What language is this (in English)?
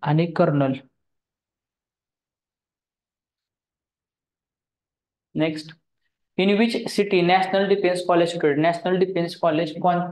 Marathi